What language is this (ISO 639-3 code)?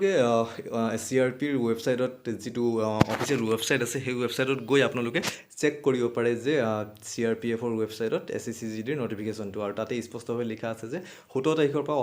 asm